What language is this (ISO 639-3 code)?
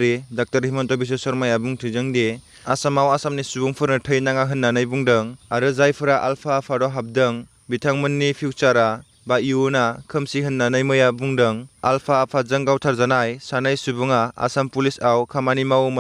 brx